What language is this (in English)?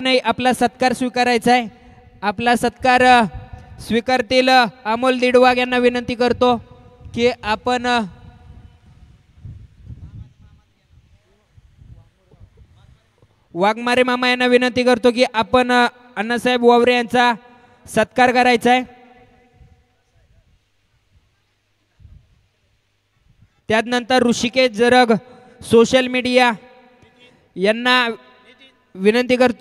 Marathi